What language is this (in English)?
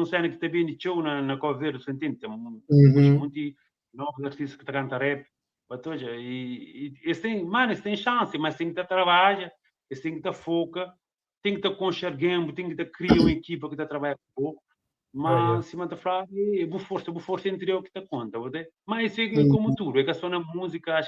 Kabuverdianu